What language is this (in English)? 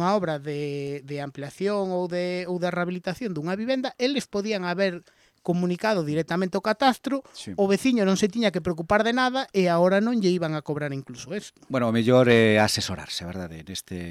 Galician